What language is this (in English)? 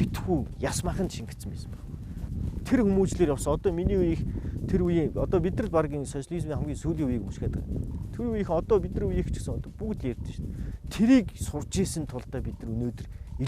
Mongolian